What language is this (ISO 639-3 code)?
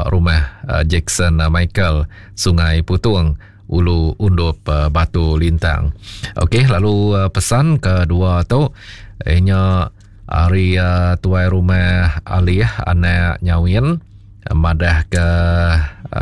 iba